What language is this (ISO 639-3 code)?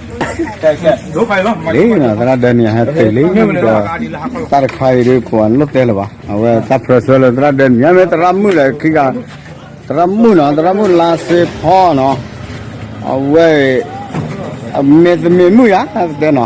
ksw